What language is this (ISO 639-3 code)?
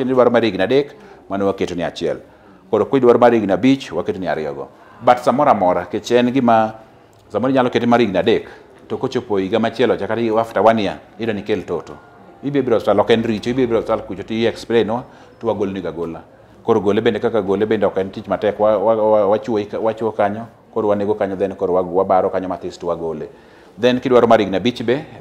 luo